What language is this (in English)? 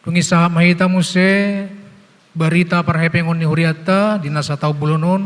Batak Toba